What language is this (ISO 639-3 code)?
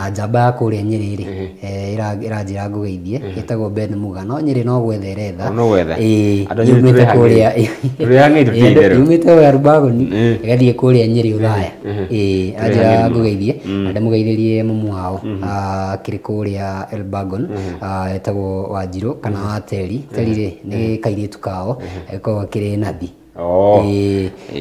kik